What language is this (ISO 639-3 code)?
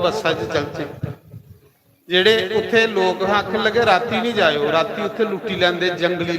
doi